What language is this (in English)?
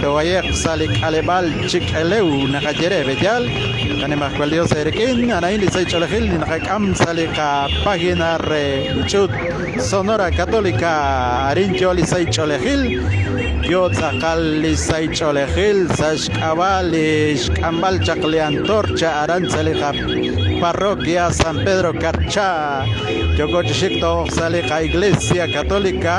Kekchí